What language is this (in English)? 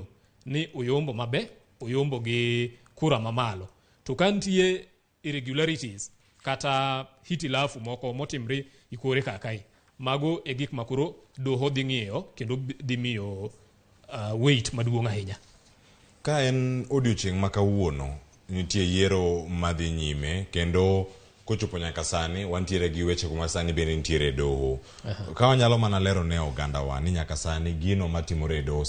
Luo (Kenya and Tanzania)